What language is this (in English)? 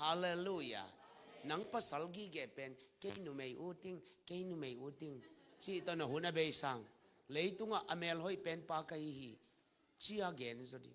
Tedim Chin